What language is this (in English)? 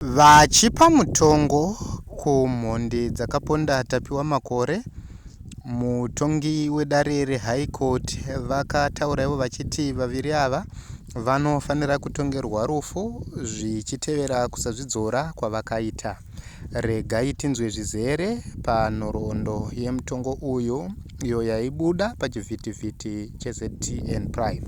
Shona